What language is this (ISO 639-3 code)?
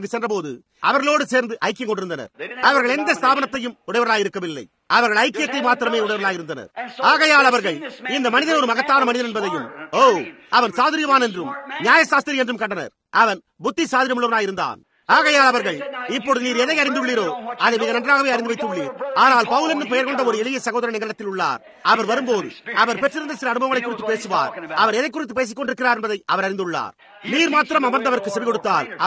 tam